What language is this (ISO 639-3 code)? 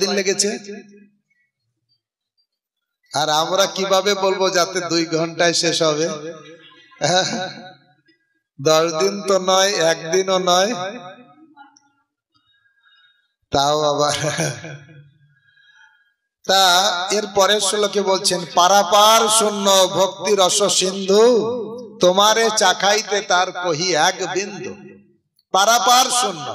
ben